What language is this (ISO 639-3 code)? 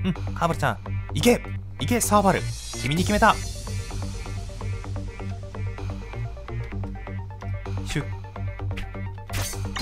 jpn